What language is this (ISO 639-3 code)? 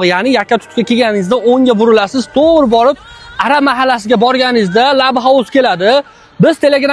uzb